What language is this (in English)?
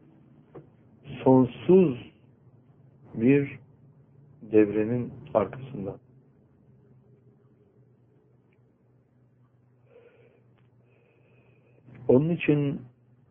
Turkish